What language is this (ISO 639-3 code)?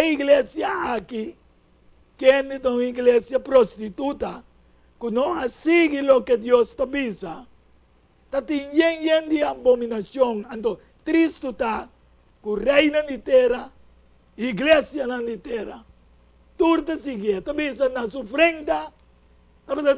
pap